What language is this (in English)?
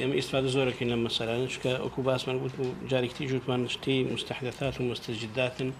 Central Kurdish